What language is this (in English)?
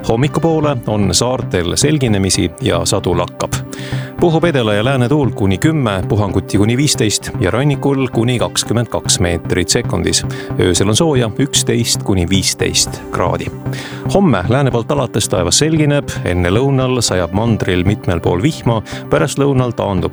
Estonian